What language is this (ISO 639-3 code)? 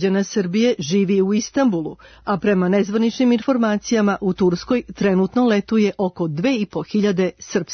srp